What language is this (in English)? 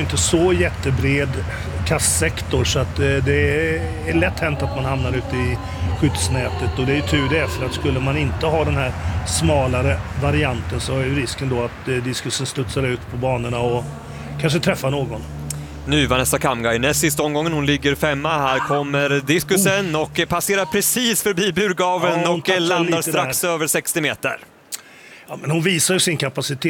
Swedish